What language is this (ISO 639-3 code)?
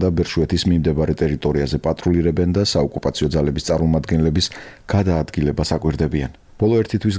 kat